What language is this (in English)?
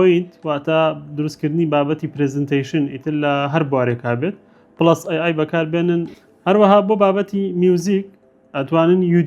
Central Kurdish